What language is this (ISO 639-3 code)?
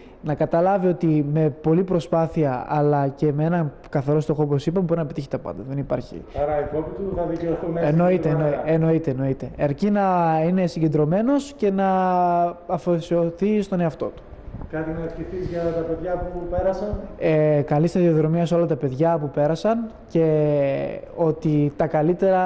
ell